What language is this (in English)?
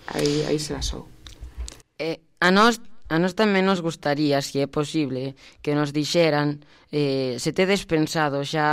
Galician